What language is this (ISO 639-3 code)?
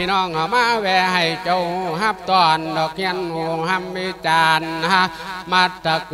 lao